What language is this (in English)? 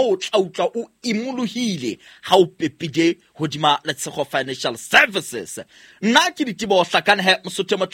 Southern Sotho